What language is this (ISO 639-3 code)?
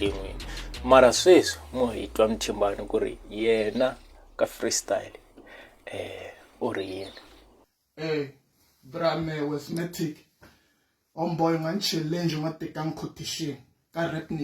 tso